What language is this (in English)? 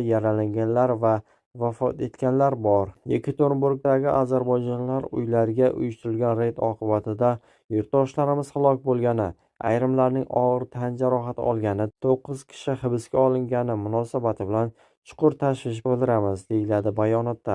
Uzbek